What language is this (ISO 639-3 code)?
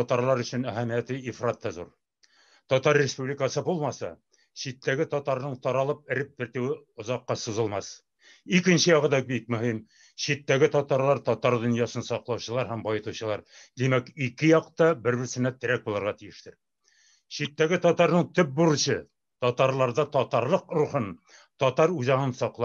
tat